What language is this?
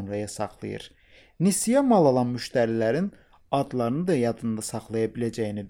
Azerbaijani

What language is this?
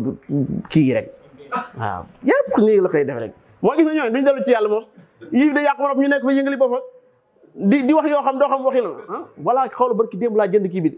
Wolof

